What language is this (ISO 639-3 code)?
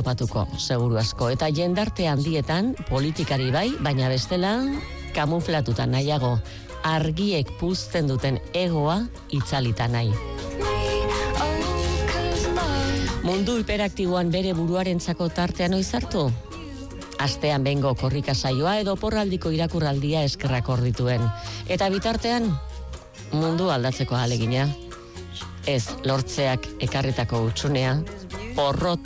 eus